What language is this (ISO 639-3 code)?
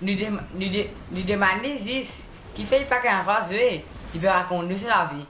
mfe